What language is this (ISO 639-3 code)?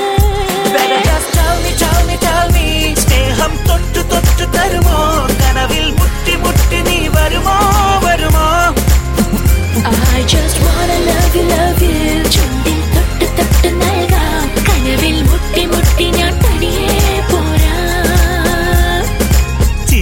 mal